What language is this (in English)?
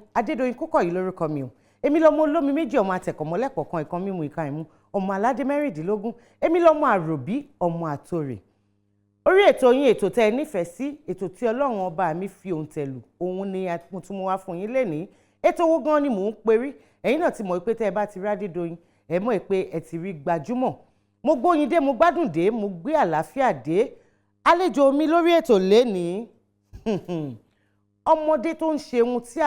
Yoruba